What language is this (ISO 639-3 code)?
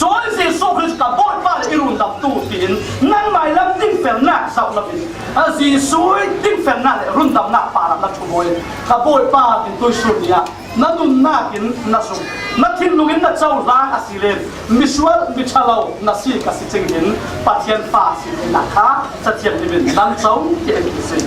cfm